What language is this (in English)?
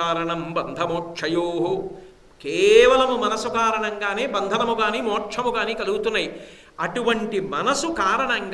Telugu